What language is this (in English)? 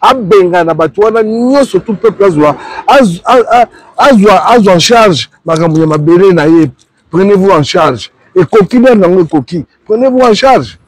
Lingala